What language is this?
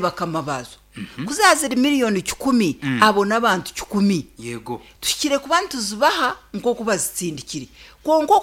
Nyankole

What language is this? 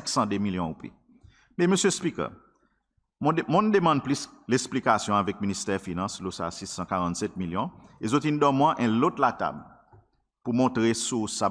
Seselwa Creole French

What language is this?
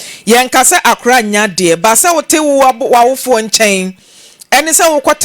Akan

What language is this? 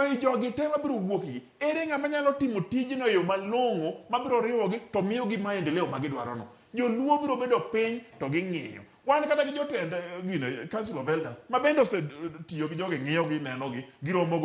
Luo (Kenya and Tanzania)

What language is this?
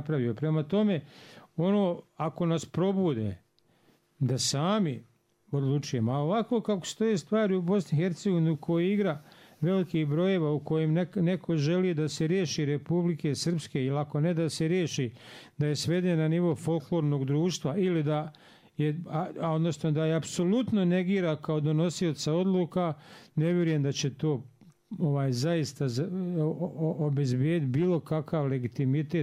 Bosnian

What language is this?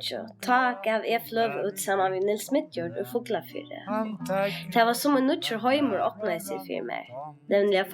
Faroese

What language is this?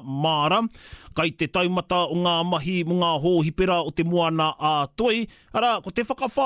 Māori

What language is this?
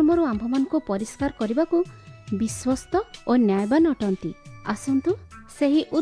Odia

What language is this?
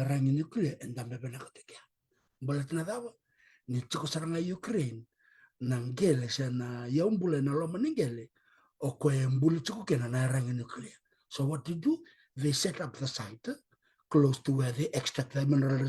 Fijian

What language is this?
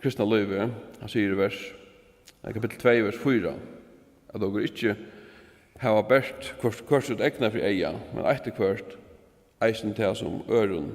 Faroese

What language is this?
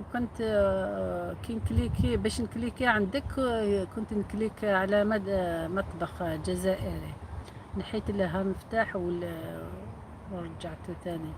Algerian Arabic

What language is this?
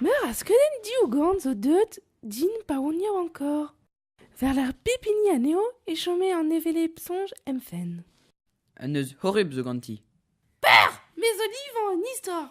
Breton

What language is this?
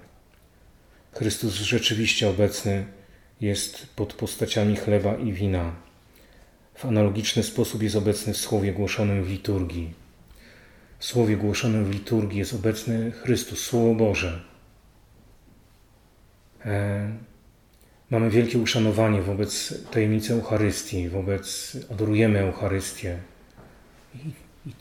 Polish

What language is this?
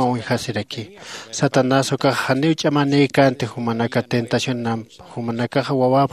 Aymara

